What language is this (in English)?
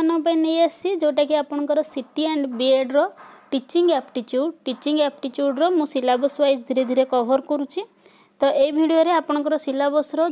Odia